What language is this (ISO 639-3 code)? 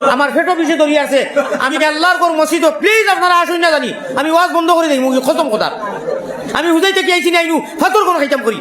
syl